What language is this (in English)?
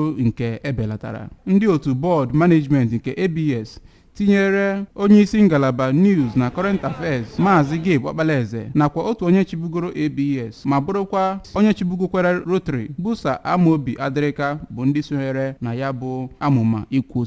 Igbo